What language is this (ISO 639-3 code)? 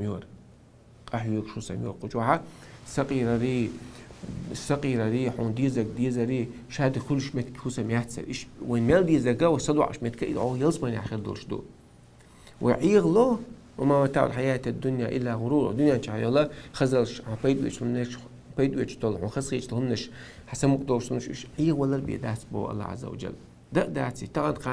che